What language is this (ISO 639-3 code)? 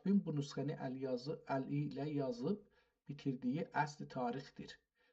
azb